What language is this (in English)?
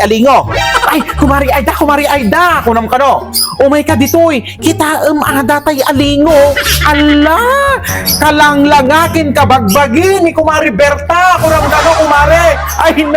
Iloko